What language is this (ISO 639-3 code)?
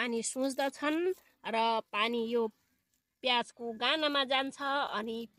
nep